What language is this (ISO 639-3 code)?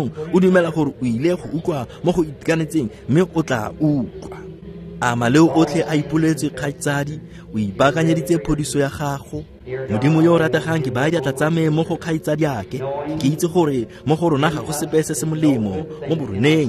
tsn